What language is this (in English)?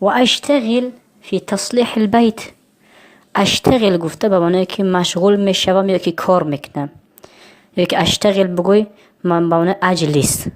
Tajik